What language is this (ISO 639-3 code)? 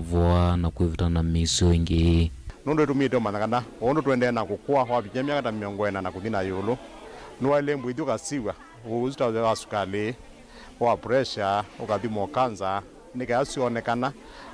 kam